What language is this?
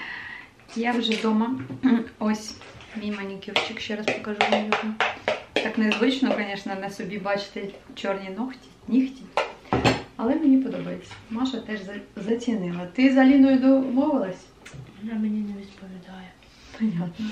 Ukrainian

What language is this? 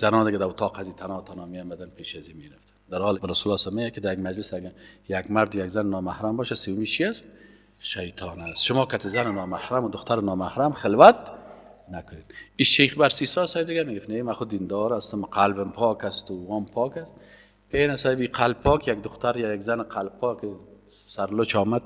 Persian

